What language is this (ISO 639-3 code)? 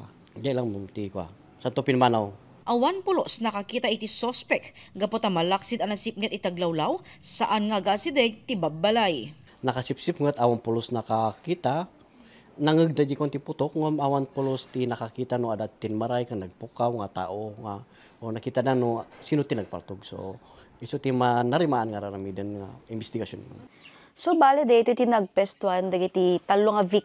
ilo